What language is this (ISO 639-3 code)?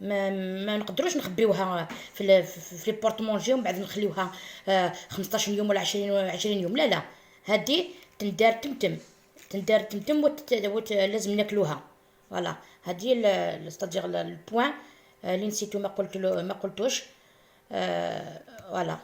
arq